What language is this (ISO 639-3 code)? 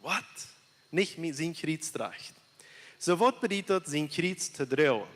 pdt